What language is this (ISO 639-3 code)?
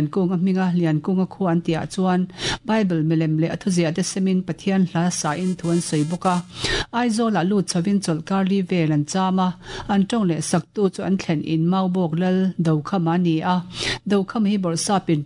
lus